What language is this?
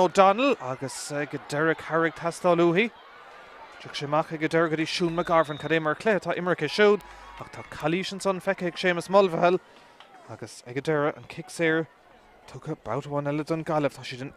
Irish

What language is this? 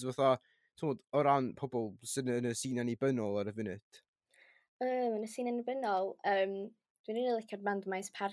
Welsh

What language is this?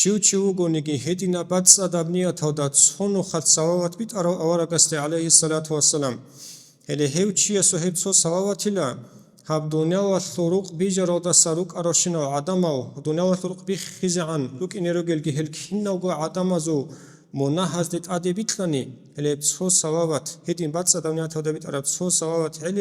Avaric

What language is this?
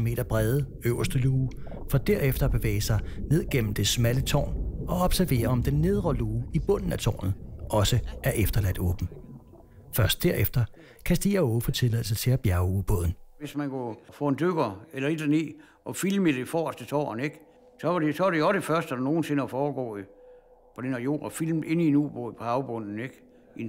Danish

